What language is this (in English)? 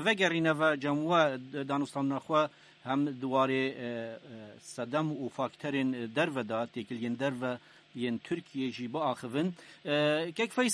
Kurdish